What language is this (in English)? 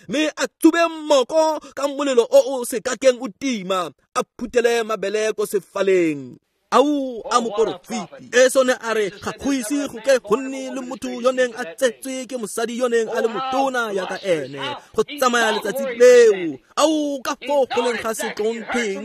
Tswana